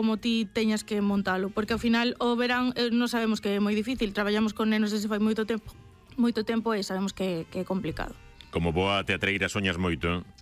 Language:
Galician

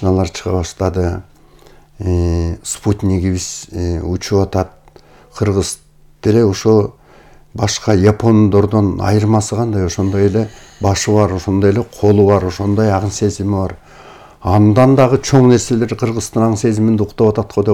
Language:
Kyrgyz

